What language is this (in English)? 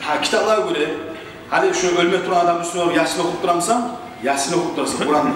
Kumyk